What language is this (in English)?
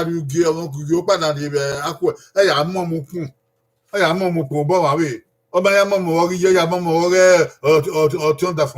Bini